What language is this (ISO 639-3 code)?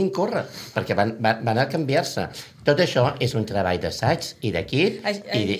cat